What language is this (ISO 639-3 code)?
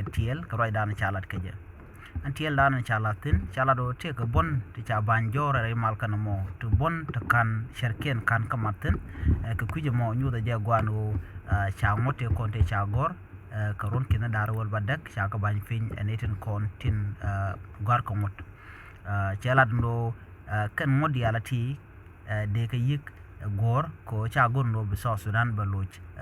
nus